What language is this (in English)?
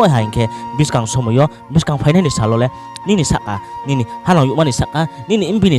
Riang (India)